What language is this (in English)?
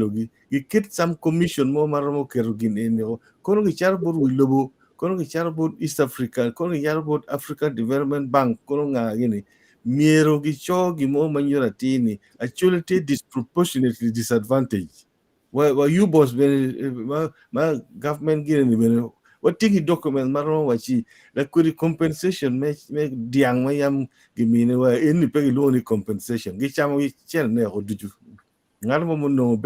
Acoli